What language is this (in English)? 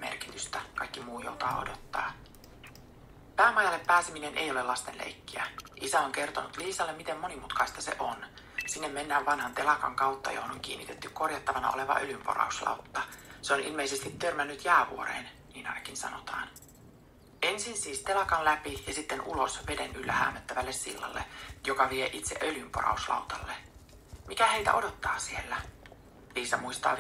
Finnish